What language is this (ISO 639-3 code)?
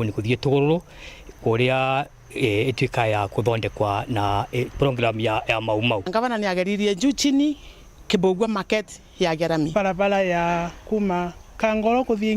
mer